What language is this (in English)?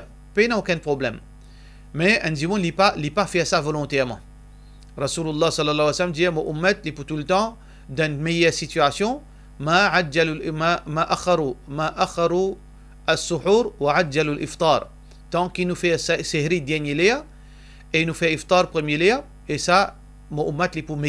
Morisyen